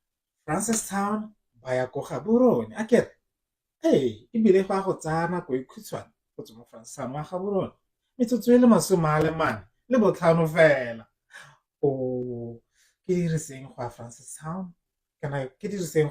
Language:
Tswana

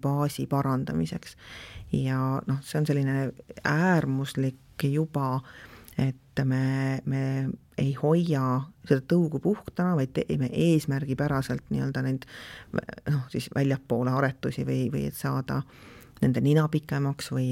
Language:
Estonian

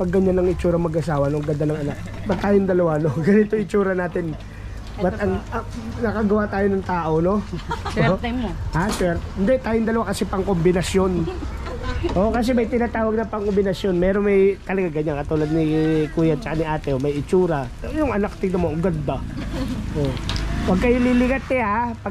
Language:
Filipino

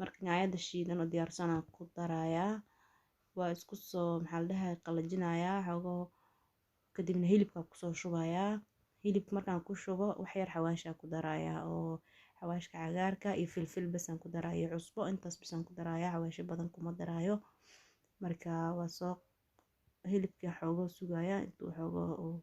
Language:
Somali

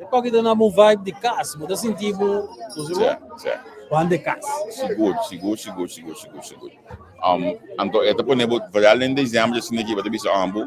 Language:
Papiamento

